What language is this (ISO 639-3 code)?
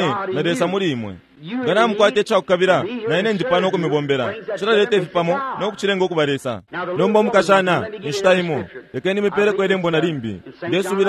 bem